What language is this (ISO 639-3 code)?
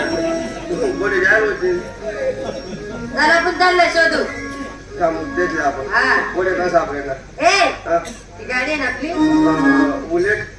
mar